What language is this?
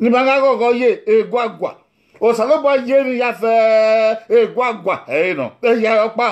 Bini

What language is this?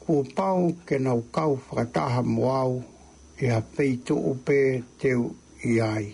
Tongan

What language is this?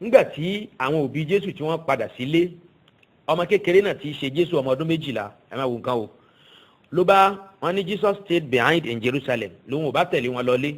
Yoruba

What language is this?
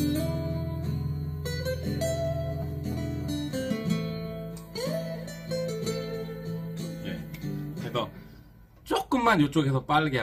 Korean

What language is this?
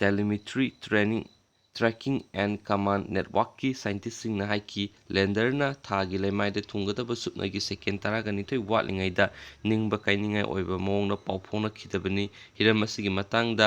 Manipuri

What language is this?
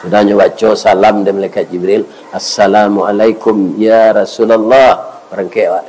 Minangkabau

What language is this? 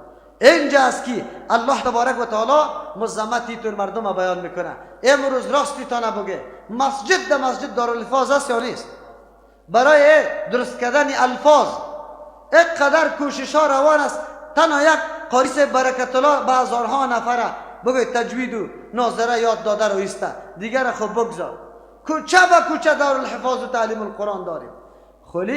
Persian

